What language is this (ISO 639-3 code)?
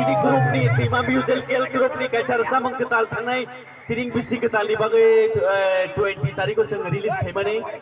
trp